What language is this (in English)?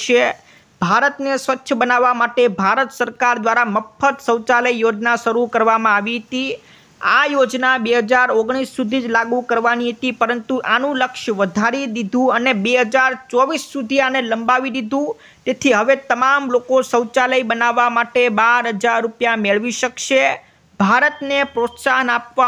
Gujarati